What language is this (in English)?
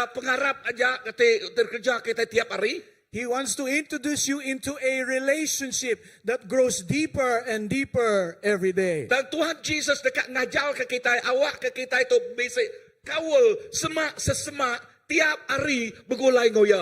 Iban